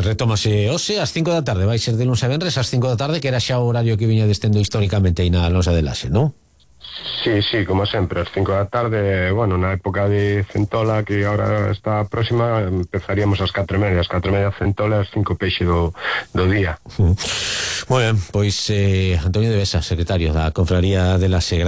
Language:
Galician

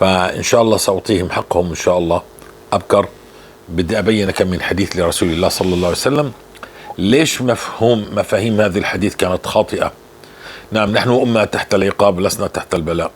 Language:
North Levantine Arabic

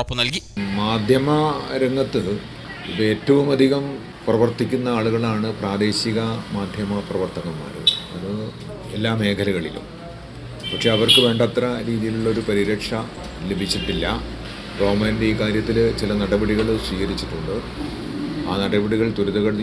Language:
Malayalam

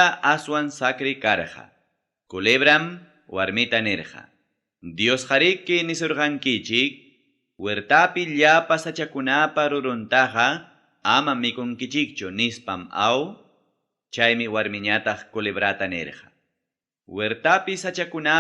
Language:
Ayacucho Quechua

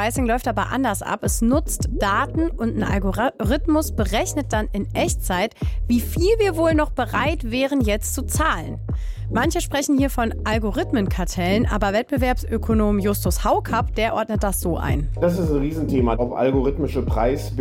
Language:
German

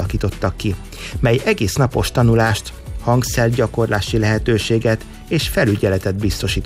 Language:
Hungarian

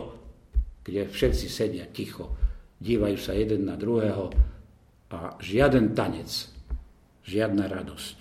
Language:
Slovak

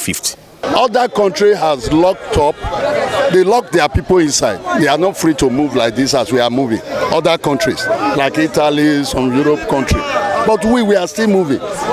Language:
Nigerian Pidgin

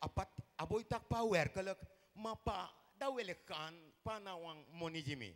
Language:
Sranan Tongo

